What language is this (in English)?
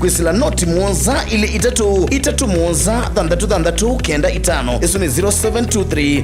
Kamba